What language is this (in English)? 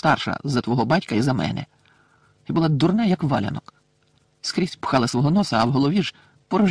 Ukrainian